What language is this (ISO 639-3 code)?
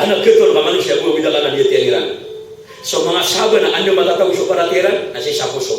mrw